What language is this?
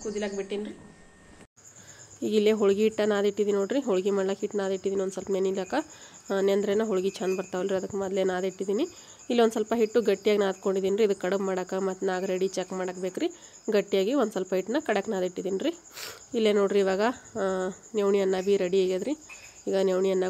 Kannada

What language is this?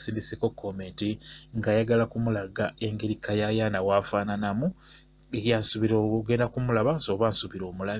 Ganda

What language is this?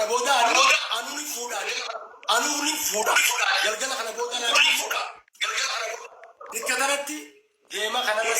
Oromo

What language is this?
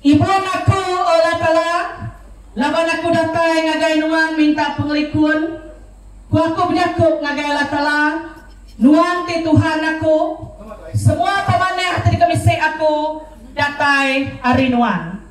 Iban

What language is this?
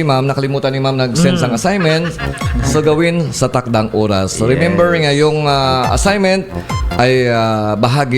Hiligaynon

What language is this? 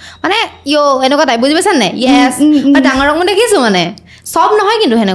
Assamese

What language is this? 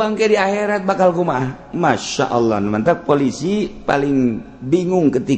Sundanese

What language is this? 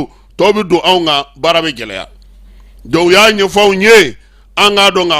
Bambara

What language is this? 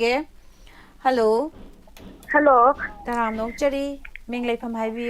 Manipuri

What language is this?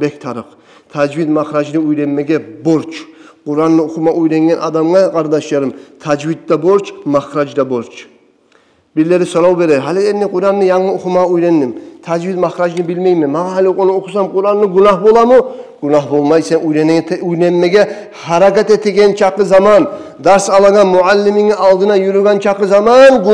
Kumyk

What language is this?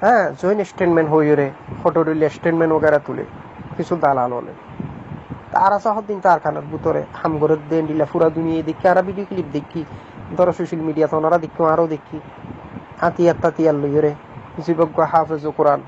Rohingya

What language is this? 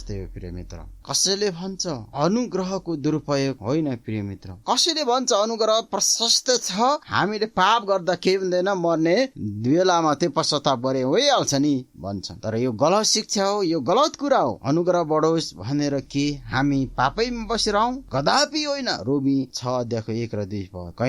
Nepali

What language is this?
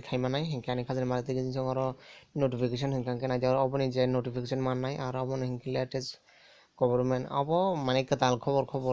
Kok Borok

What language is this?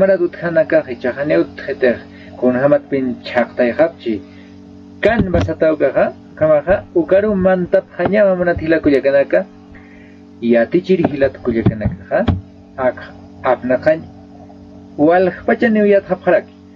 Aymara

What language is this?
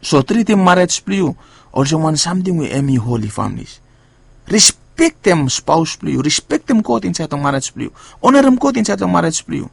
Bislama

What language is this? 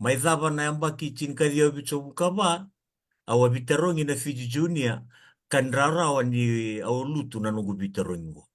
Fijian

